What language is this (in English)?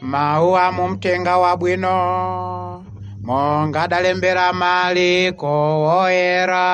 Nyanja